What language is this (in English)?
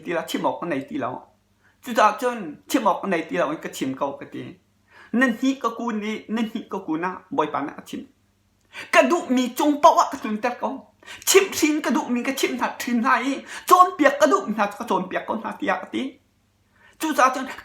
Hakha Chin